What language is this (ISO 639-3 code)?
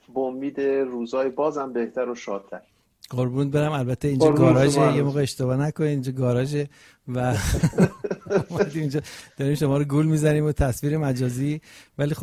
fas